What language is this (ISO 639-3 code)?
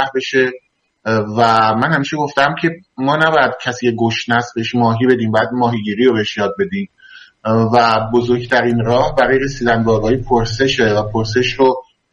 fas